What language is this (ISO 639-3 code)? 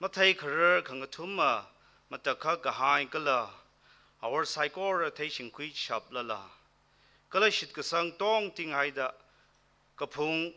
nmf